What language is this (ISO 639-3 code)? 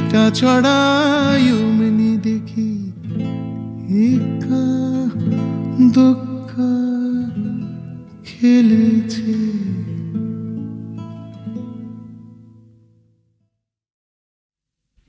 ben